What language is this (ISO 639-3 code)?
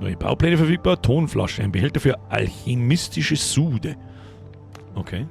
bar